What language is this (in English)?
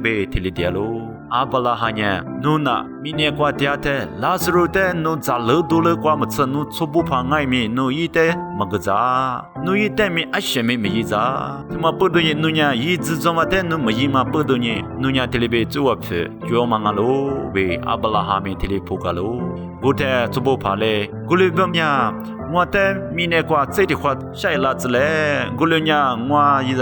Lisu